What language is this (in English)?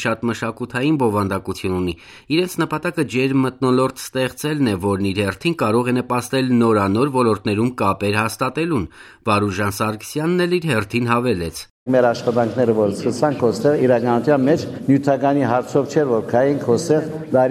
Armenian